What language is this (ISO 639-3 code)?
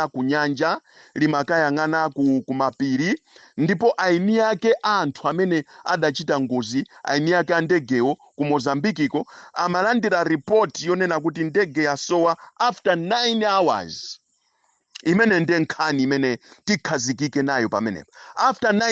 nya